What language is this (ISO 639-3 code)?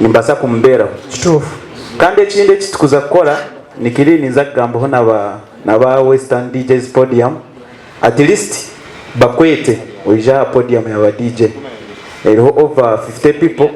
nyn